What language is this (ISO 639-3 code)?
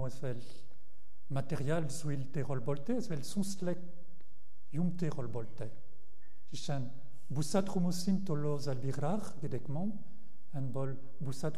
bre